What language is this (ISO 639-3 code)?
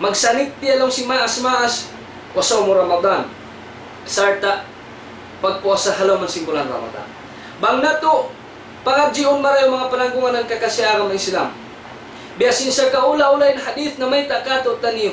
tsg